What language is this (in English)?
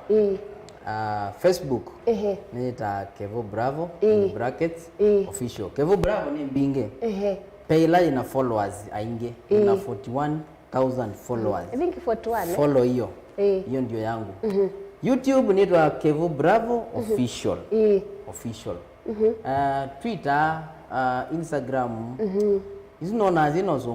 Kamba